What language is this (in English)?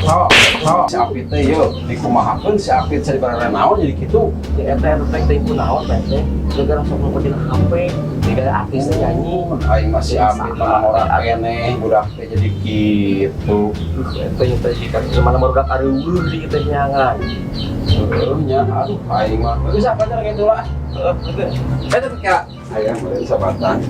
Sundanese